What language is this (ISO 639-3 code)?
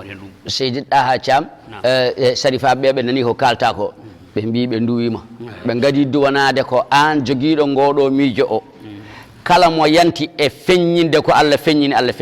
ful